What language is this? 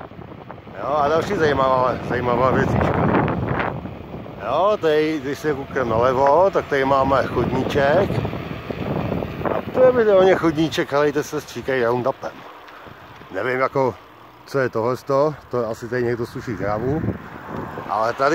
Czech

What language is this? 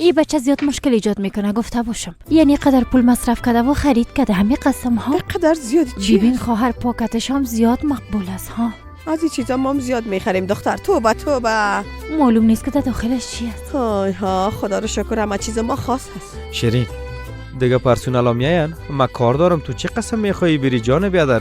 Persian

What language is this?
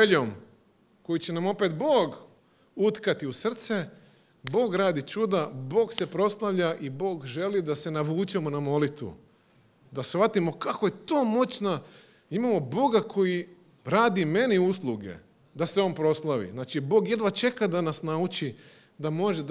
Croatian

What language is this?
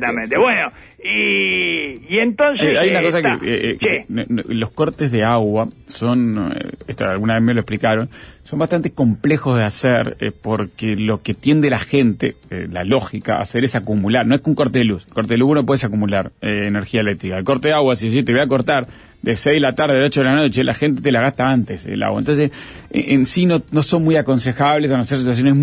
Spanish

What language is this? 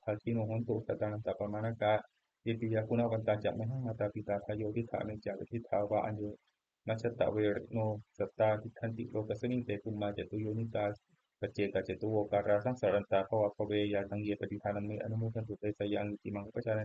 Pali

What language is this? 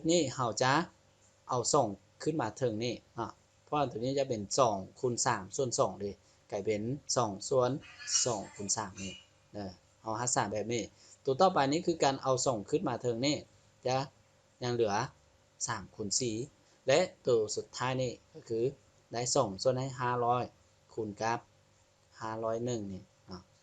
Lao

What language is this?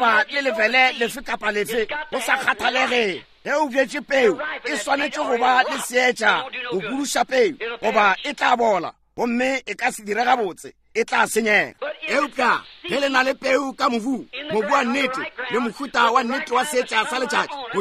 Northern Sotho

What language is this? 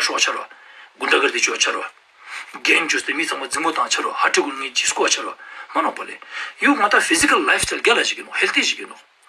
Ladakhi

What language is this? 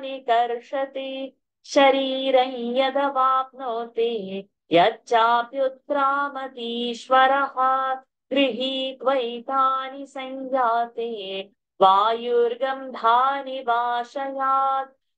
Sanskrit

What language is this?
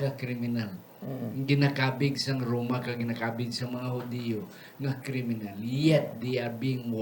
Hiligaynon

